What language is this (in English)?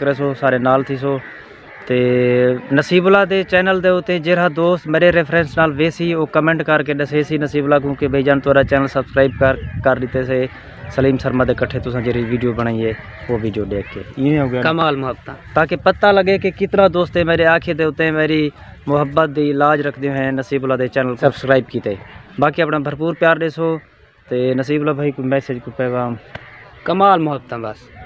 Saraiki